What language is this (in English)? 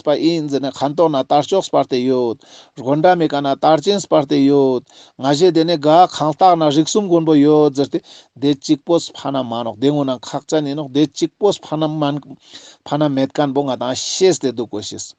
Ladakhi